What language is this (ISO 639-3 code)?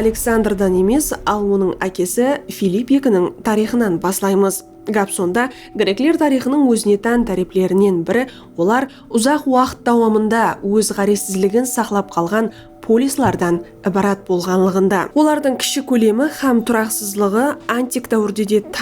kaa